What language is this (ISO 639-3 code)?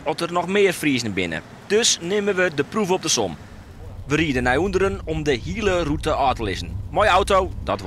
fry